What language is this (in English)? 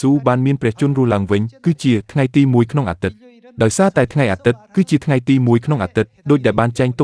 Khmer